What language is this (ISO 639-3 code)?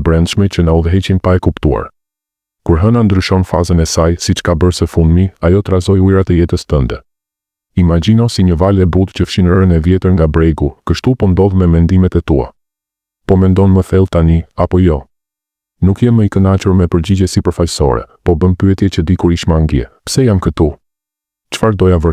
sqi